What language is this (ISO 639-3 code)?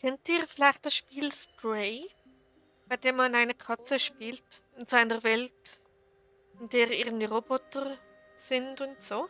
gsw